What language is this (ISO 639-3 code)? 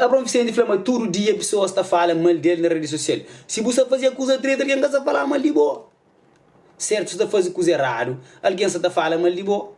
kea